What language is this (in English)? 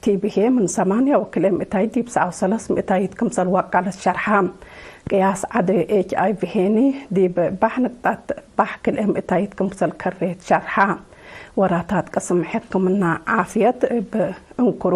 Tigre